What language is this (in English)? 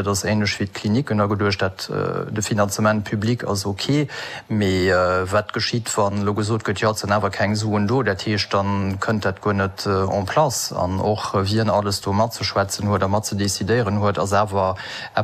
Luxembourgish